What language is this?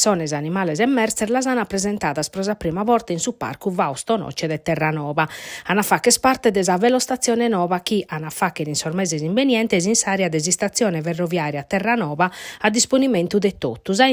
Sardinian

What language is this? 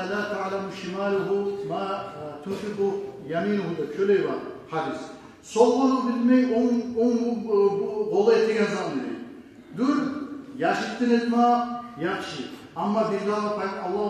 Kumyk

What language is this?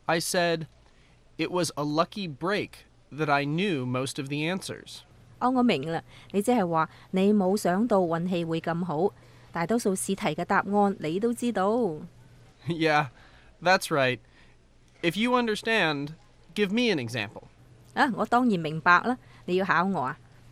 Cantonese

